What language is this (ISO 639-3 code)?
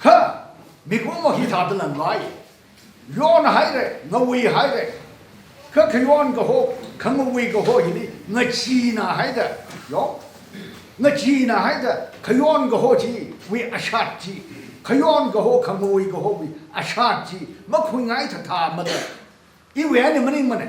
nmf